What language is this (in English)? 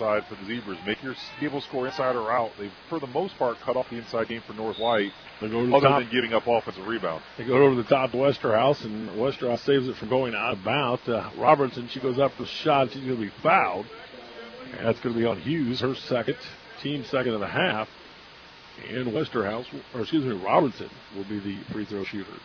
English